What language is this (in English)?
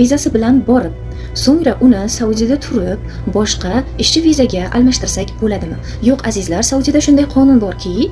Uzbek